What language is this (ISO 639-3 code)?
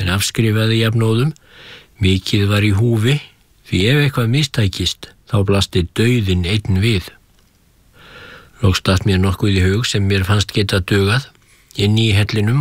isl